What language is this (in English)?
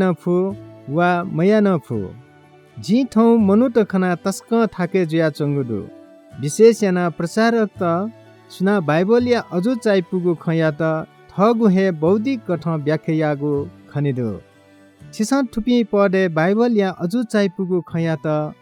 Newari